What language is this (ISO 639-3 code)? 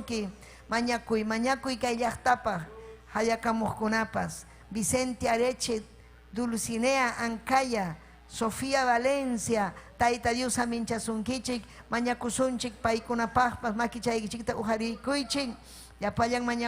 quy